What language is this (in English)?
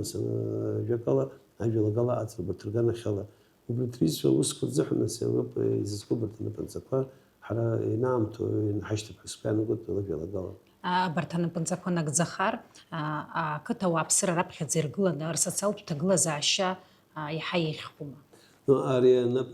Abkhazian